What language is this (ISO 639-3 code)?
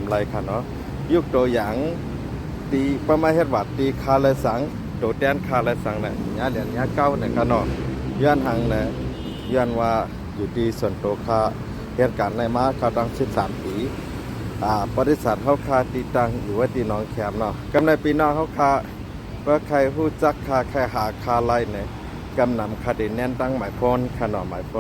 shn